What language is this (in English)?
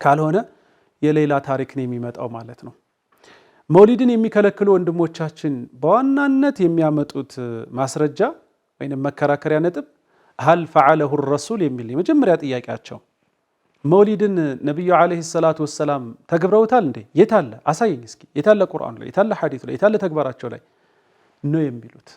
Amharic